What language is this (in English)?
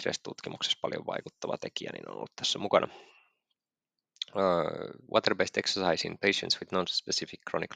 Finnish